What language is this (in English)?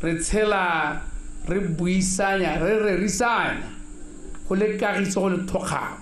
Tswana